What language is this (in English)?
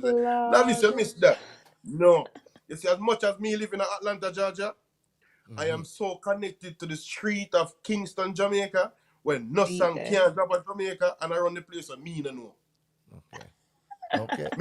Jamaican Creole English